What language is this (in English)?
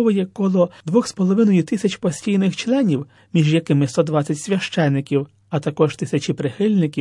Ukrainian